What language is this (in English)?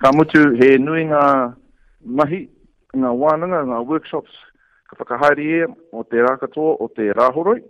Māori